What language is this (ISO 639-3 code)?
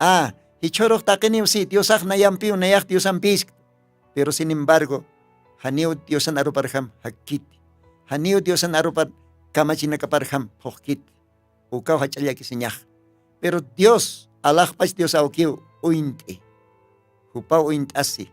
aym